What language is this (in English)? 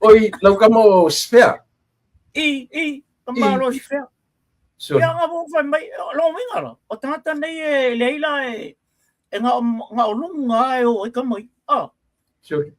Samoan